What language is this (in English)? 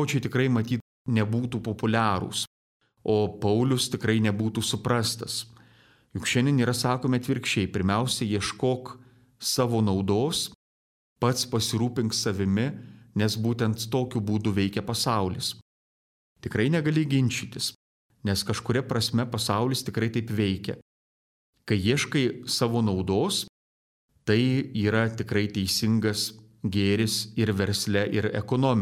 Lithuanian